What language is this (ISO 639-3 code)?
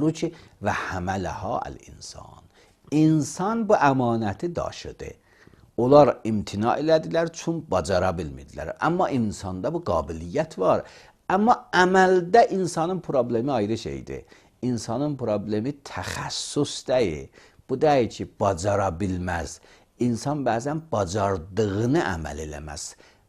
aze